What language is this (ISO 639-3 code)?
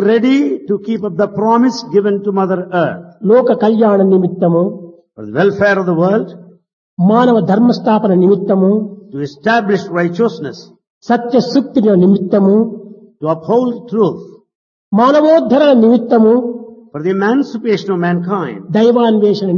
tel